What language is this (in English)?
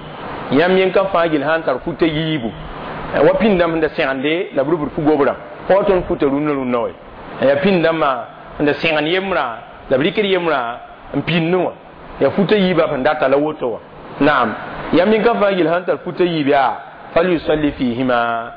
Mossi